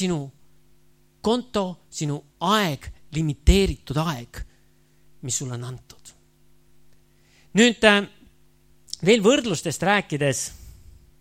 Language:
Estonian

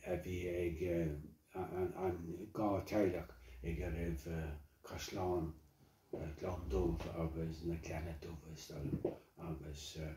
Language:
Irish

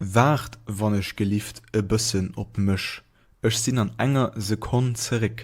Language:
Luxembourgish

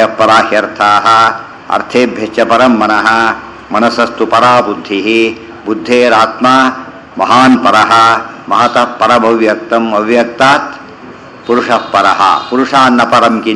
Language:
Kannada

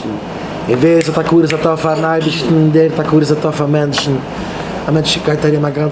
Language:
Yiddish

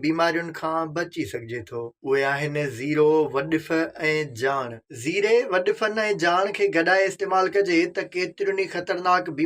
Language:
Sindhi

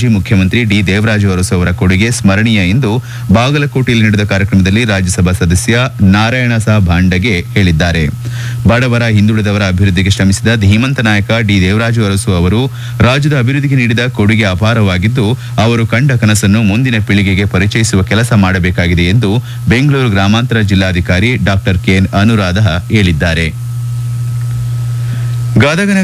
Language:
Kannada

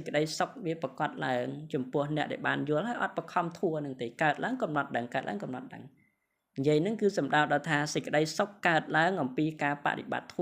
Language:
Khmer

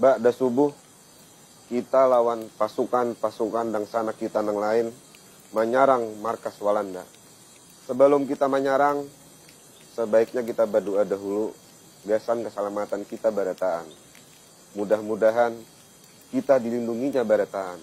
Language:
Banjar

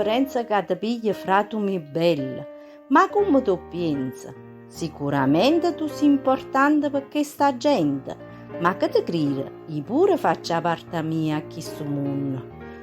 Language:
Neapolitan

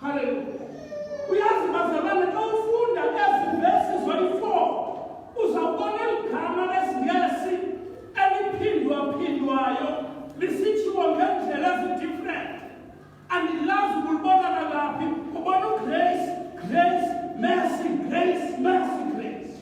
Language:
Xhosa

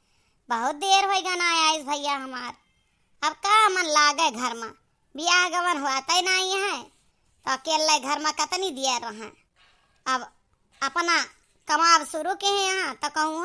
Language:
Awadhi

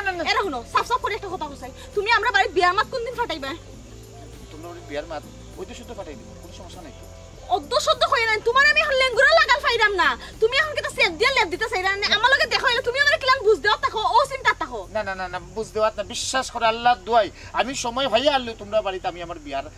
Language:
Sylheti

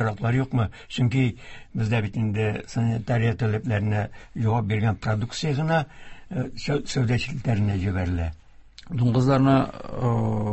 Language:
Tatar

